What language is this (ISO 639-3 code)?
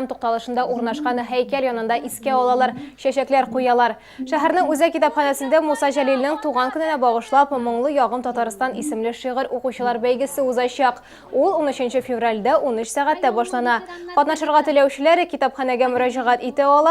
tat